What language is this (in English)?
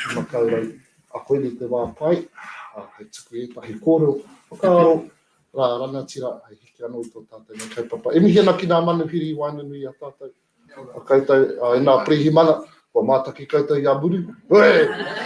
Māori